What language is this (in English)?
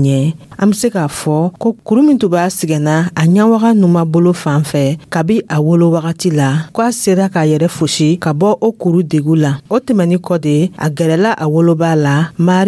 Dyula